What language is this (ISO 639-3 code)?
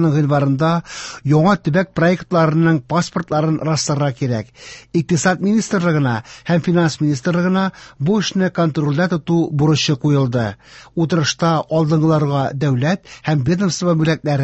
tat